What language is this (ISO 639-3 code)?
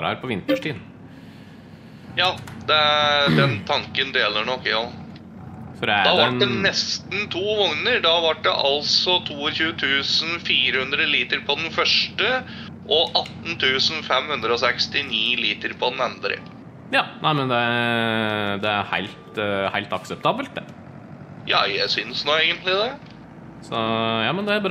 nor